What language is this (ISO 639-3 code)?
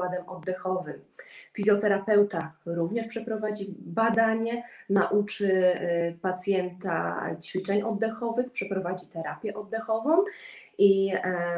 pol